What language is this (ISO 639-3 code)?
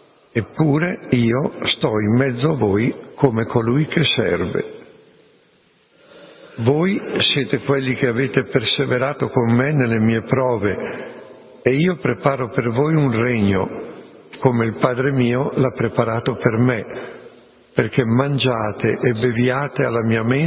ita